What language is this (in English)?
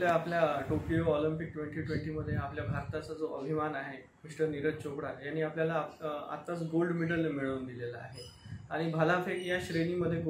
Marathi